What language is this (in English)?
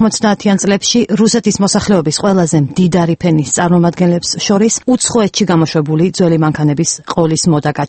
Georgian